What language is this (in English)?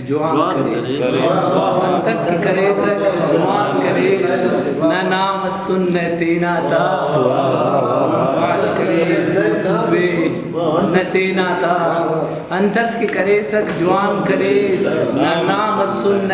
Brahui